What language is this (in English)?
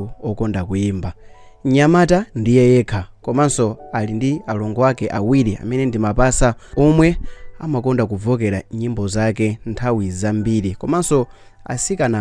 Nyanja